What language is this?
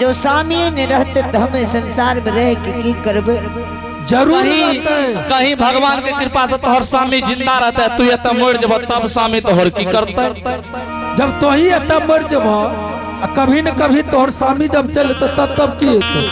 Angika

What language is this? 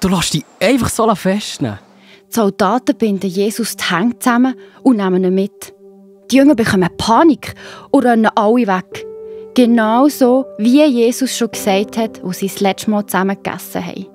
Swiss German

